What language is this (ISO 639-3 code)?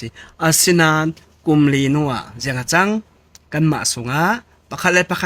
cfm